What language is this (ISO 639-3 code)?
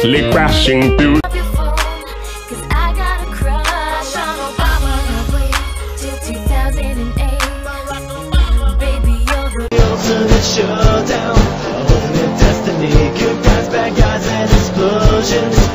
eng